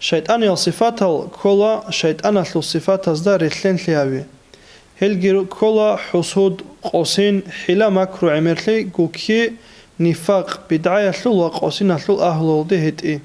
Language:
Avaric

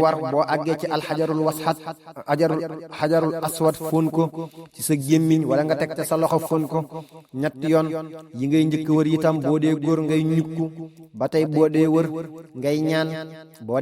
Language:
Wolof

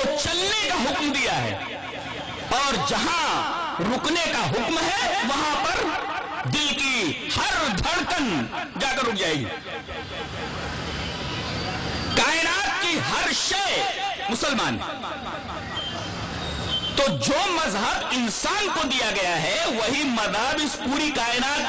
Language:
Urdu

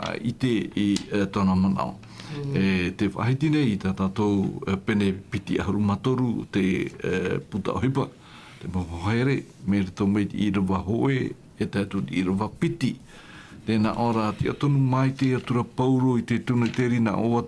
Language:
Tahitian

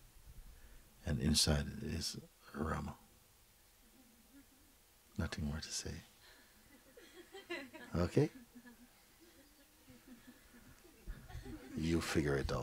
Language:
English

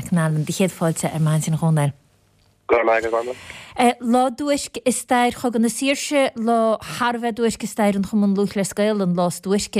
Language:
Irish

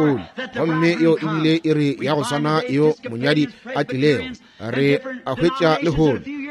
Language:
Northern Sotho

